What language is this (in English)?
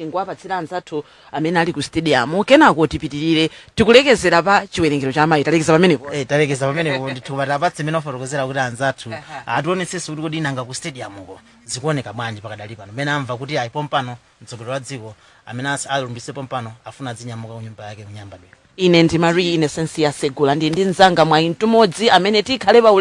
Nyanja